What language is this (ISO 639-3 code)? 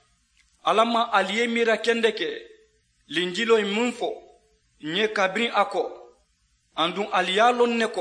man